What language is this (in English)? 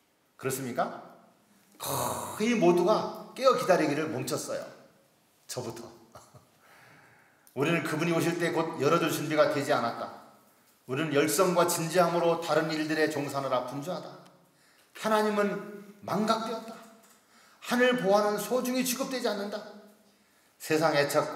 Korean